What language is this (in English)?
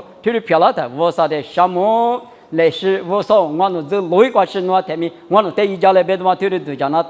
Lisu